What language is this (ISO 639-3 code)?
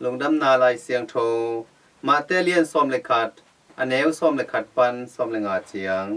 ctd